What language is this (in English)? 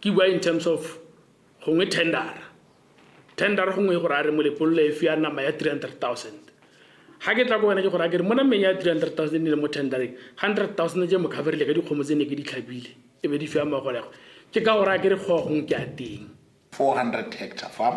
Tswana